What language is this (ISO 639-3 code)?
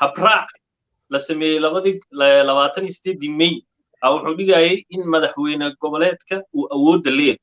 som